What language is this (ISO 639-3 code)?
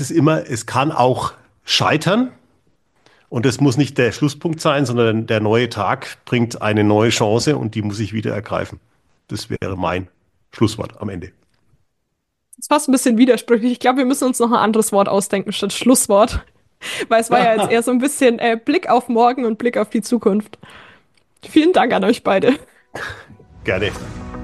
deu